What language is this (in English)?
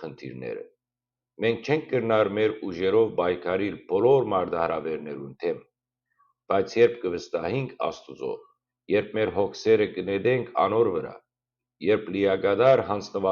Western Armenian